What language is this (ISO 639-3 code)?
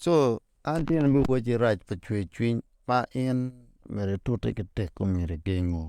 ach